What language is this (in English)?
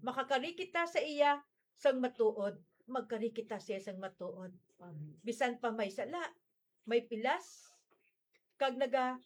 Hiligaynon